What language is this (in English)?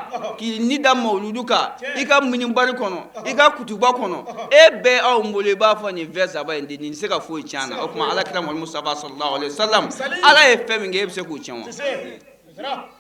Bambara